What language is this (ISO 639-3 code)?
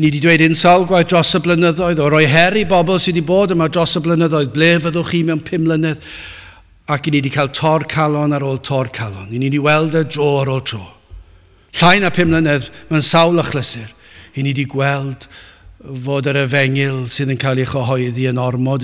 cym